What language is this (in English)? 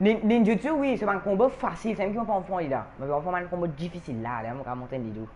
Morisyen